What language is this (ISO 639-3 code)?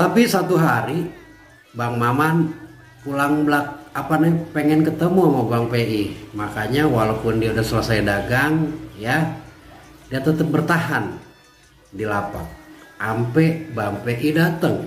bew